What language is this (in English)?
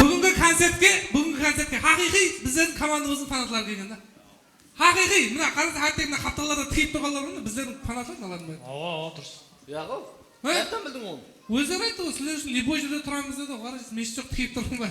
Kara-Kalpak